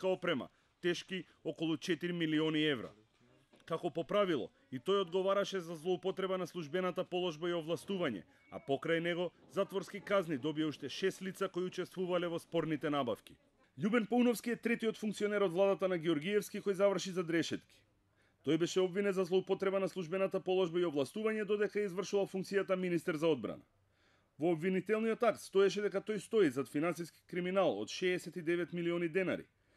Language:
Macedonian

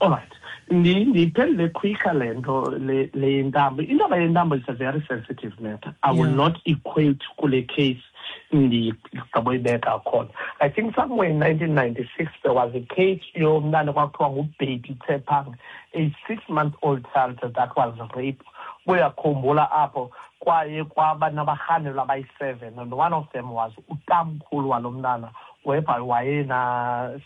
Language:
Xhosa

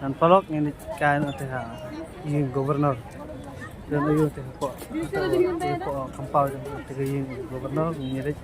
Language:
Khasi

